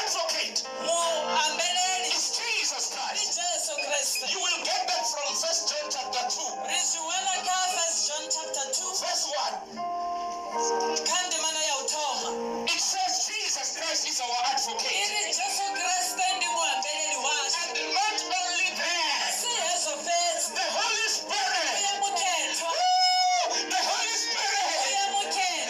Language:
Venda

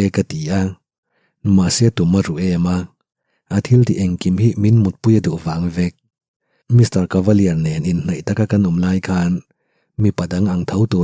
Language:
Mizo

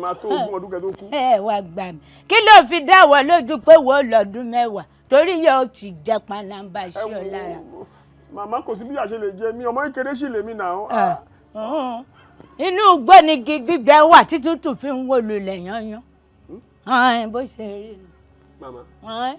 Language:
Yoruba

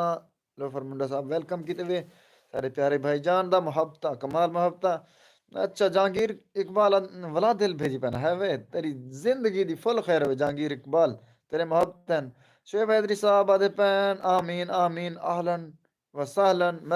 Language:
Saraiki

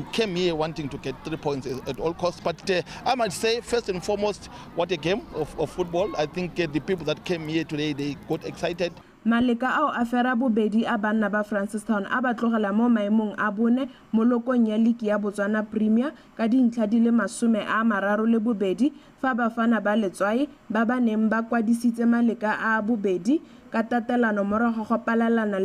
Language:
Tswana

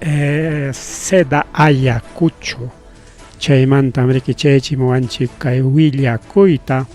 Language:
Ayacucho Quechua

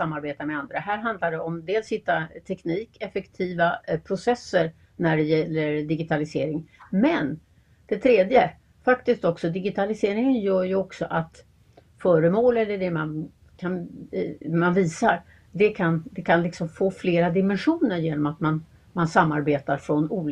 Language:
Swedish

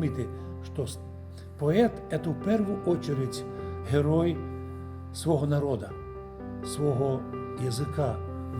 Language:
Rusyn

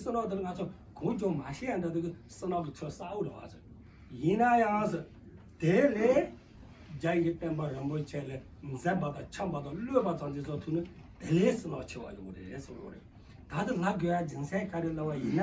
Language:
Tibetan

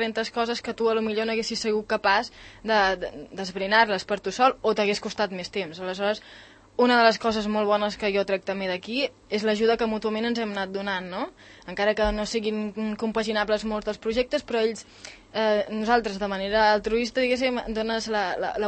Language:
Catalan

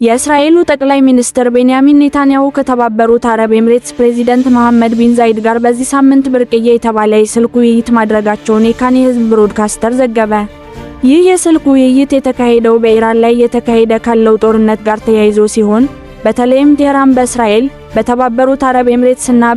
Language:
Amharic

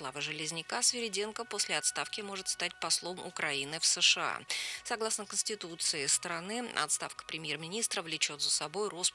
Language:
Russian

